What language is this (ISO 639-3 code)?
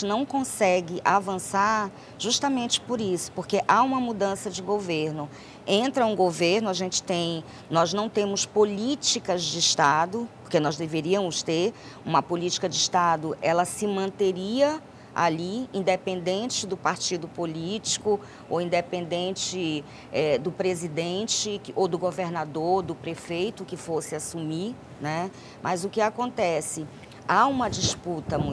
por